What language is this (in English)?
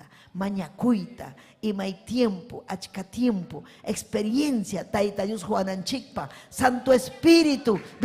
Ayacucho Quechua